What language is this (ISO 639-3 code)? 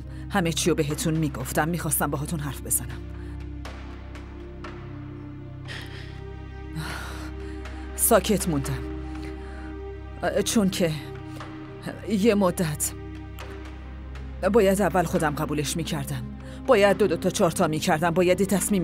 fas